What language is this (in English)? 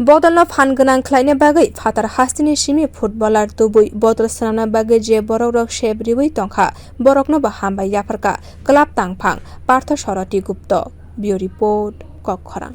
Kok Borok